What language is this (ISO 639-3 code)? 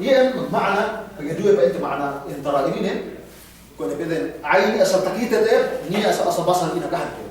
yka